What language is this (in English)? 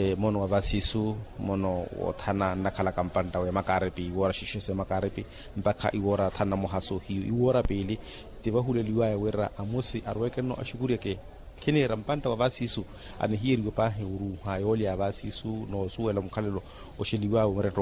Makhuwa